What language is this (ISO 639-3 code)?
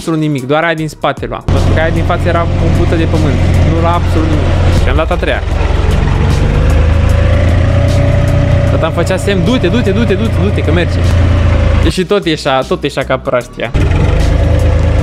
ron